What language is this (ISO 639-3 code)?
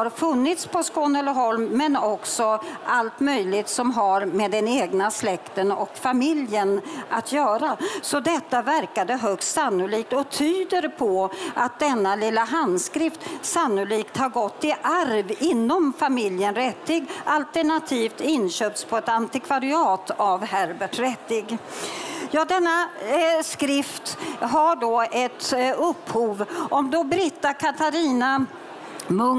swe